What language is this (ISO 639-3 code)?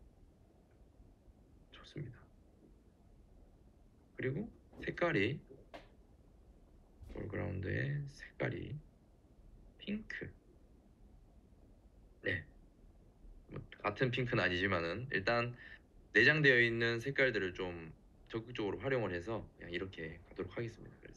kor